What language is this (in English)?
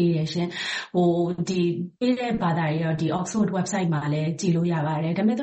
Burmese